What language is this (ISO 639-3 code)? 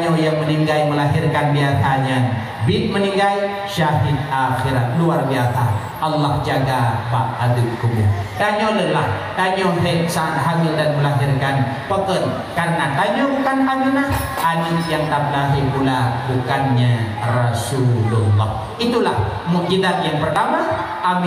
ace